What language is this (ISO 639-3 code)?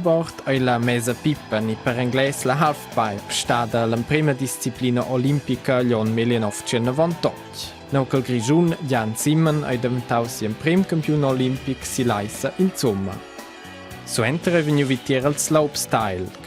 roh